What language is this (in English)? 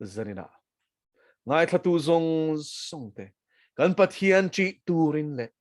Mizo